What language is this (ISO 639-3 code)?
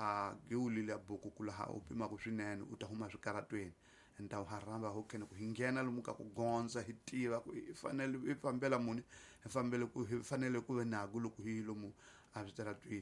tso